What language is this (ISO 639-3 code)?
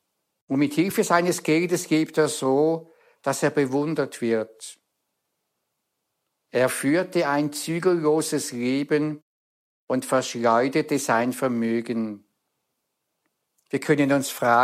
deu